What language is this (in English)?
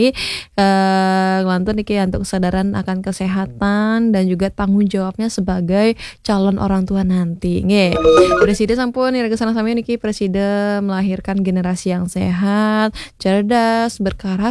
Balinese